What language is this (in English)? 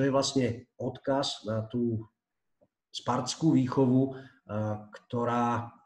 Slovak